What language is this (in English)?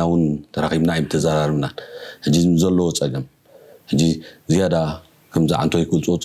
Tigrinya